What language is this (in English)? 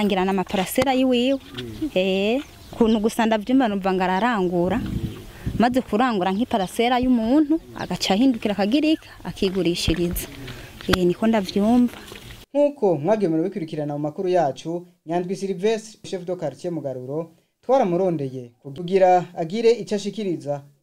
Rundi